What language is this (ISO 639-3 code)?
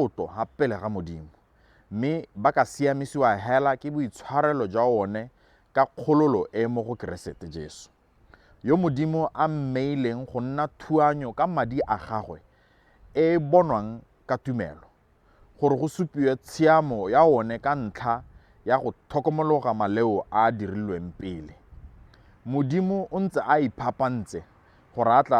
tsn